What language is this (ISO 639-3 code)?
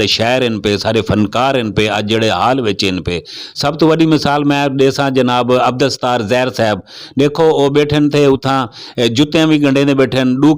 skr